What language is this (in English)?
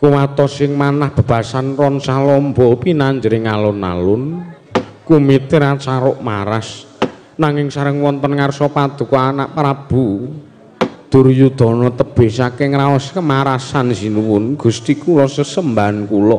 Javanese